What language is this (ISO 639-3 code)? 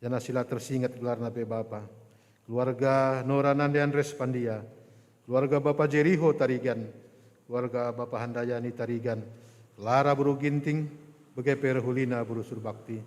btx